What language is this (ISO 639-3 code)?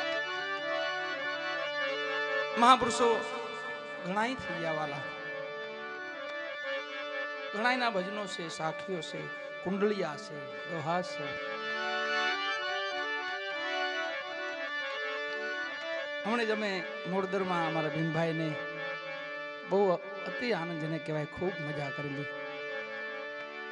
guj